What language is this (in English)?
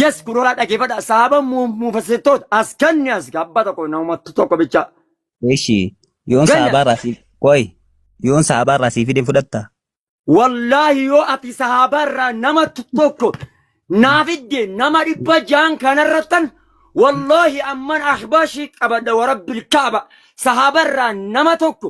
Oromo